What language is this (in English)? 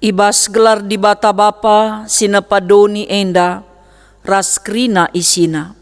Batak Karo